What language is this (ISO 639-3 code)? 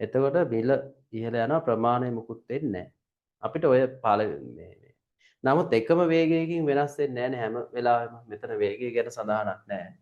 sin